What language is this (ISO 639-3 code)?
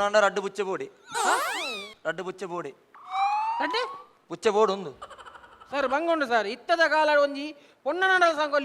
tcy